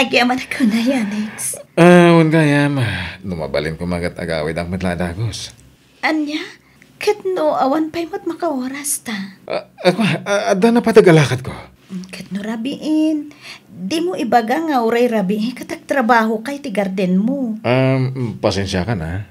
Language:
Iloko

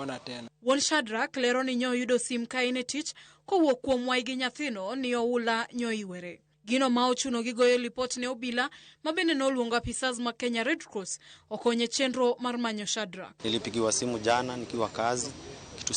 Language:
Luo (Kenya and Tanzania)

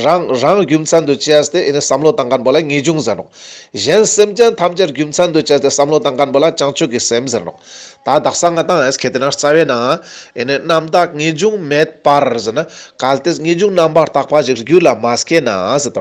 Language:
Ladakhi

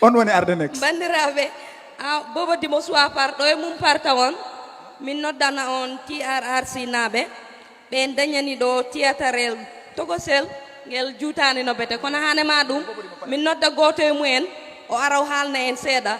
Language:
Fula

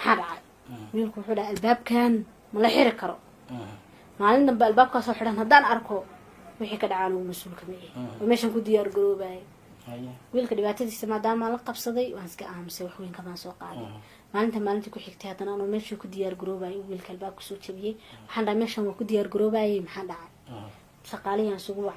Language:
Somali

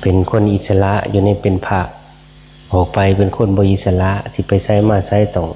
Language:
Northeastern Thai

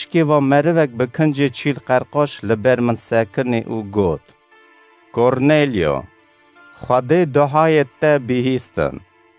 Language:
Kurdish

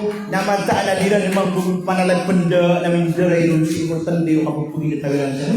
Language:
Maranao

